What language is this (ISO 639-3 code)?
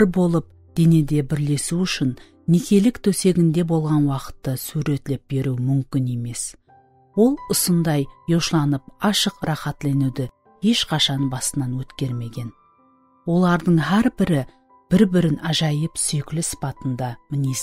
kaa